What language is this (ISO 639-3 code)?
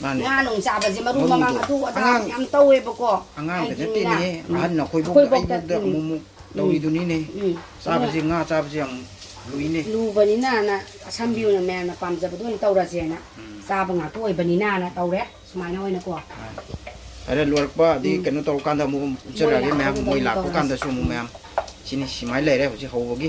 mni